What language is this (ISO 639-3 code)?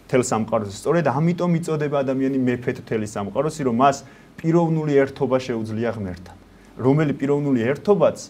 kat